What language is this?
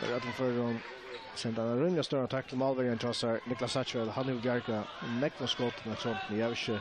Faroese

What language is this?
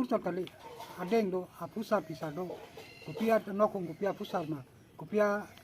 Karbi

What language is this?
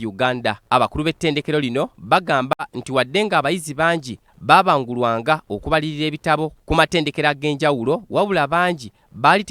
Ganda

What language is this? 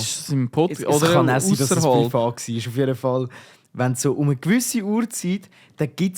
Swiss German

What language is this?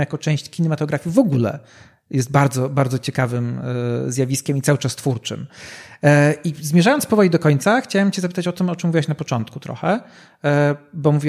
Polish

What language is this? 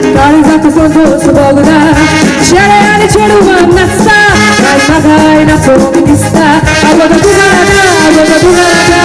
Konkani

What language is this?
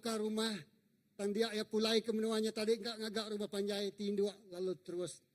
Iban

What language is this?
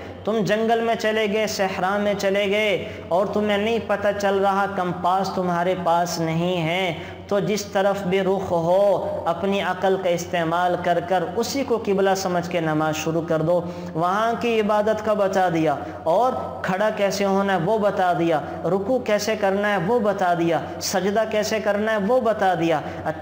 Urdu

